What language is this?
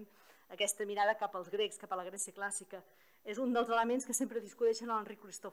Catalan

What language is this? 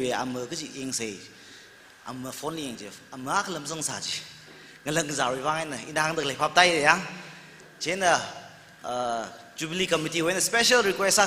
Tangkhul Naga (India)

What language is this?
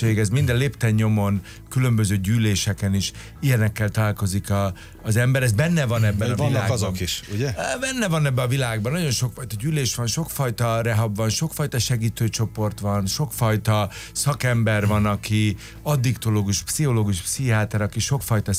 Hungarian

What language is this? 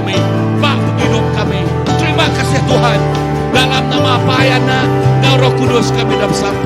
Iban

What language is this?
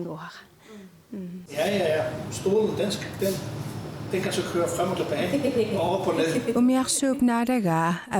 Kalaallisut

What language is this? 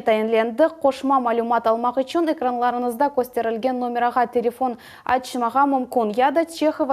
Crimean Tatar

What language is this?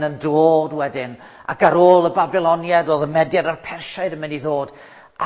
Welsh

